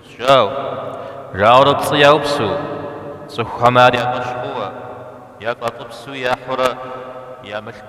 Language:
Kabardian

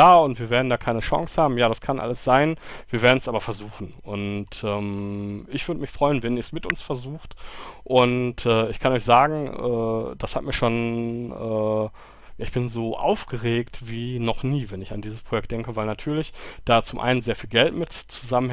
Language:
German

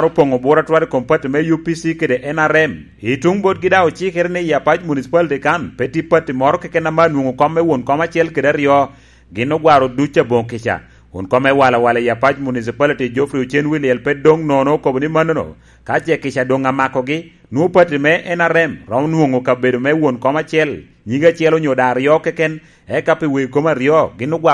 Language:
Lango (Uganda)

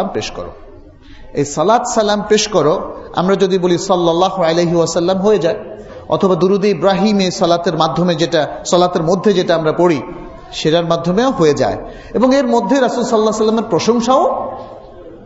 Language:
Bangla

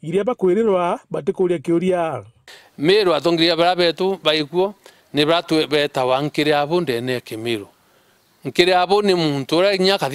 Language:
Meru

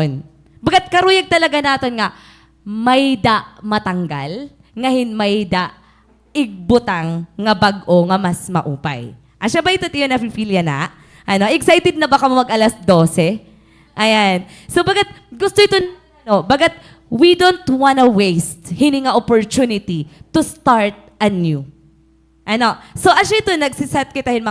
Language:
Waray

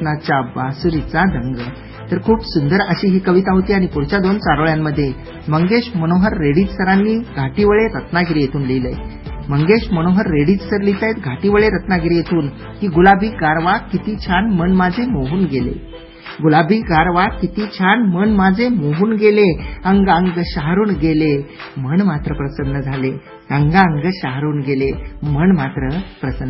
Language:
Marathi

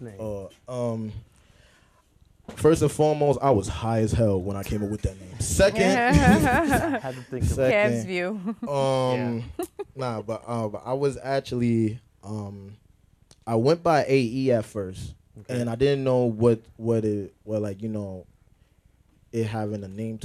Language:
English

